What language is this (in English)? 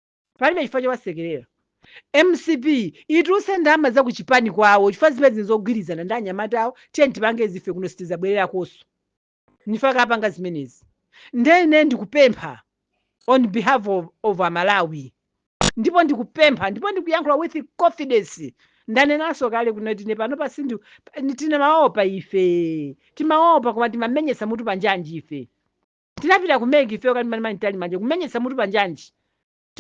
Nyanja